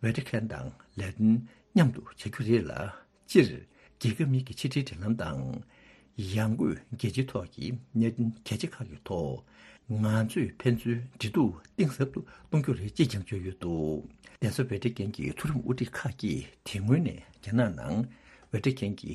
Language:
Tibetan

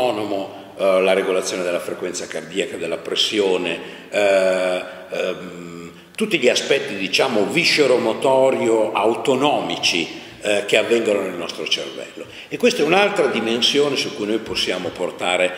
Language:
Italian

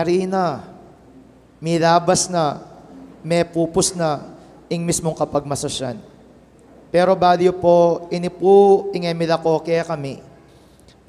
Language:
Pampanga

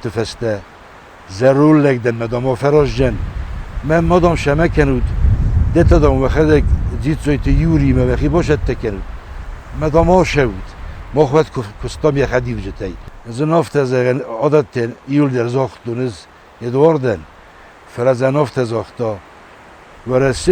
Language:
Ossetic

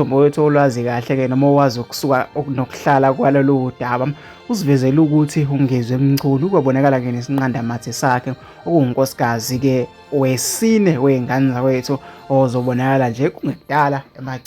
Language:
Zulu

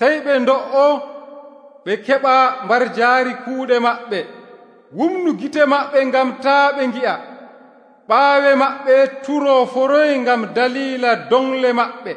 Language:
Nigerian Fulfulde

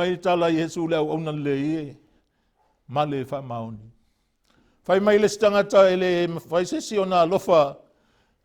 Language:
Samoan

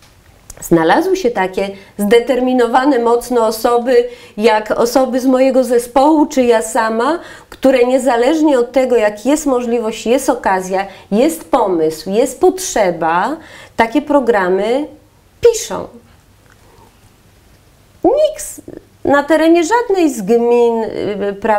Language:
Polish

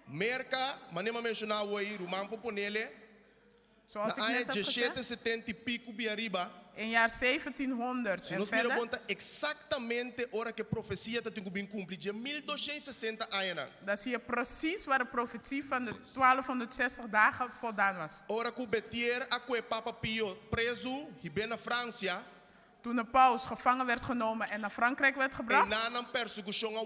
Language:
Papiamento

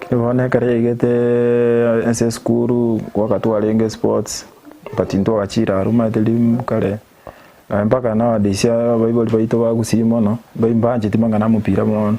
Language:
Gusii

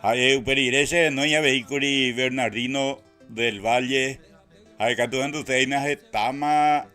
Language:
Guarani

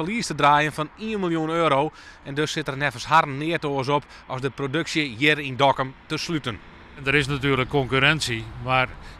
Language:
Western Frisian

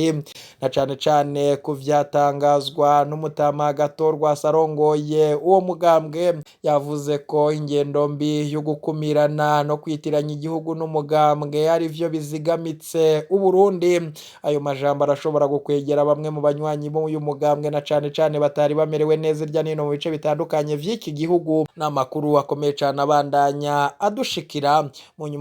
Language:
Rundi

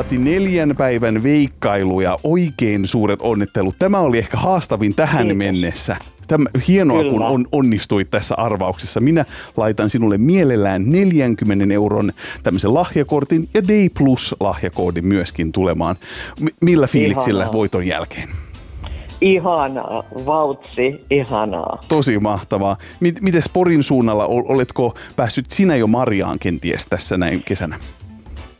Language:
Finnish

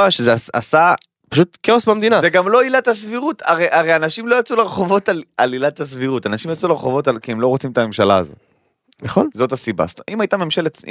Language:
Hebrew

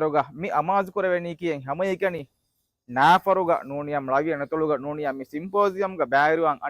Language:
Divehi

